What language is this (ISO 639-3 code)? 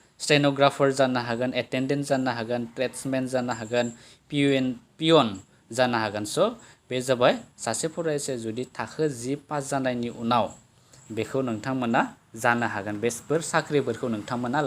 brx